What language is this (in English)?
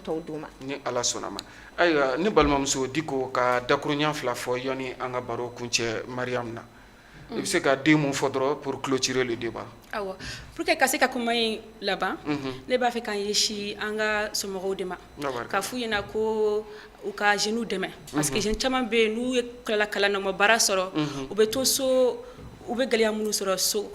Bambara